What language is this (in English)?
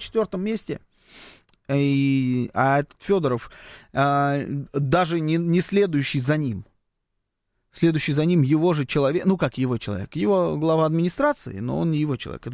Russian